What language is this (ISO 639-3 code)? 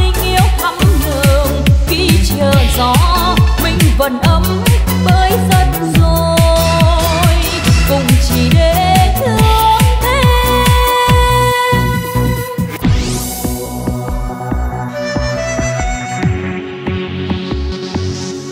vie